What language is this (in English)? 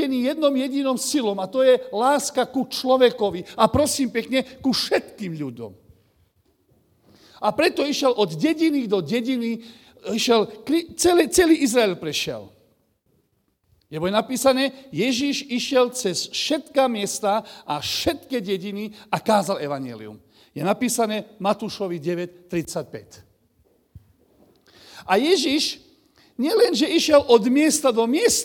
Slovak